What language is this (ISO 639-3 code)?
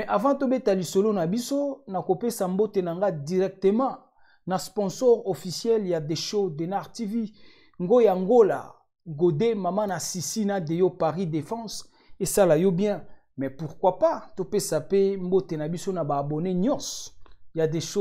lin